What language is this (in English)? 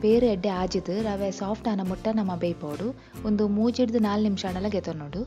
Tulu